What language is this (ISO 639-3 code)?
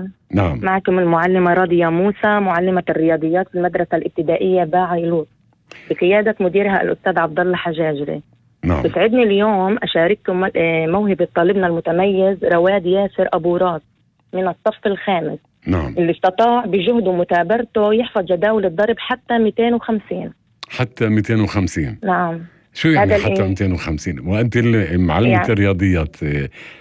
apc